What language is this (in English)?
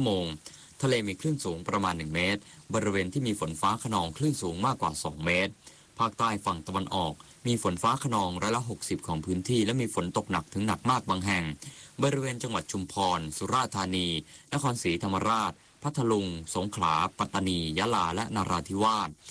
Thai